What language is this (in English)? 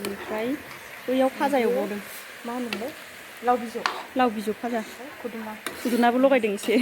Bodo